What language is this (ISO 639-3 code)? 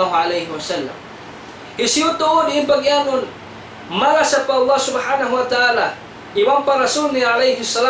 tsg